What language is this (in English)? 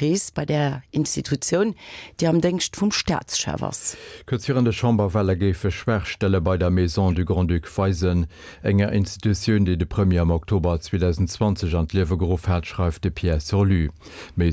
Luxembourgish